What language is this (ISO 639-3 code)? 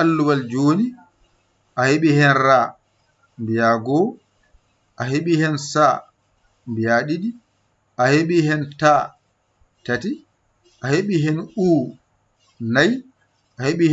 ful